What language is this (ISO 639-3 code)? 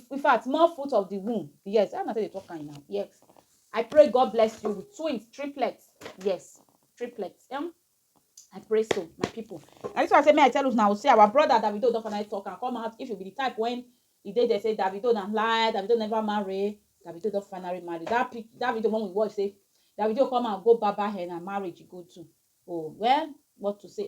pcm